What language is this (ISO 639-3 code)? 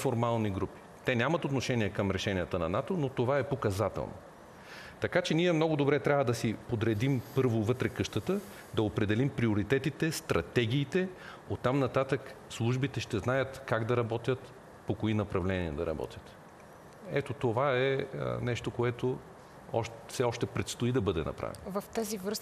bul